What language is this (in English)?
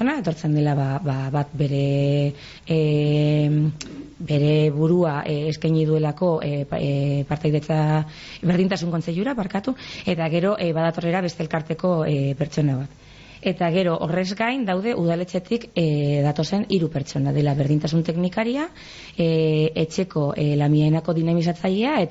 Basque